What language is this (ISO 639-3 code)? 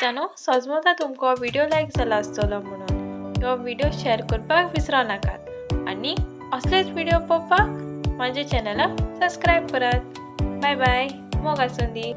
kok